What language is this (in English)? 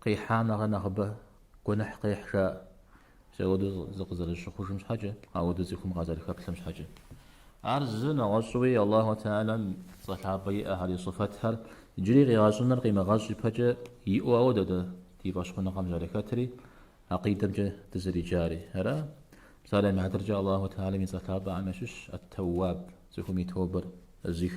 Kabardian